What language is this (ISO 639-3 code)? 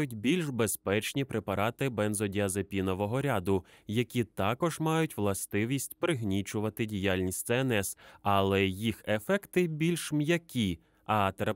ukr